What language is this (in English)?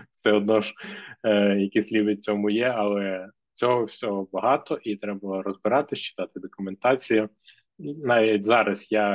Ukrainian